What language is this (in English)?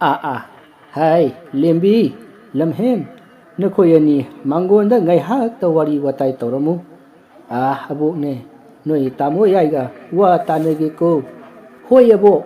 Manipuri